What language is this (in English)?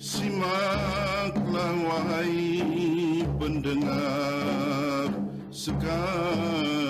Banjar